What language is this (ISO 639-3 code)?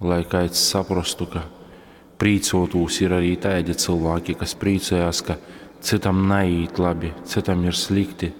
ltg